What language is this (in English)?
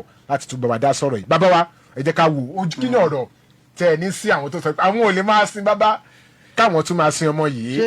Yoruba